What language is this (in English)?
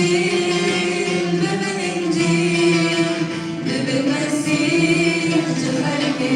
Kurdish